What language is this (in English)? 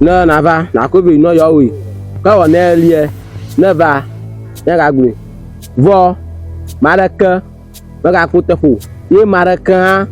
Ewe